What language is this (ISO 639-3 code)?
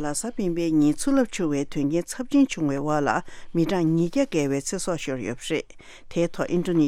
bod